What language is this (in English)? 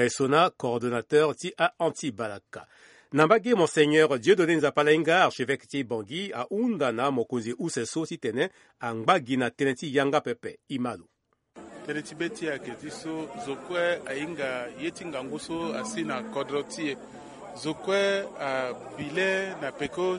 Sango